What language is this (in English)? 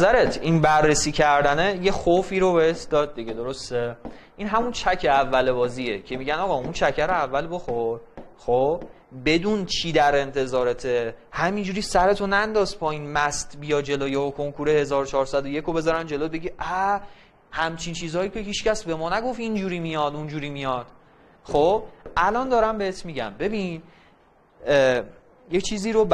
Persian